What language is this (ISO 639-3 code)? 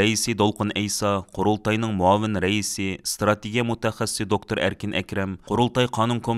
uig